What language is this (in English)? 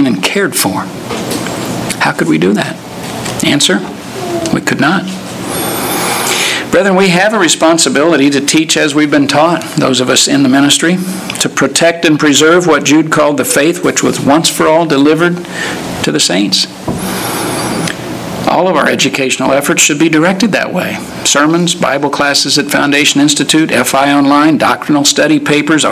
English